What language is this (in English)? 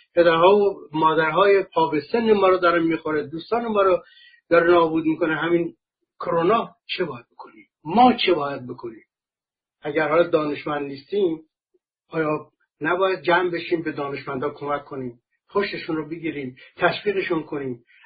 Persian